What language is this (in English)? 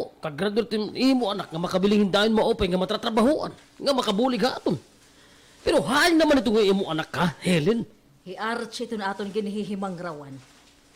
Waray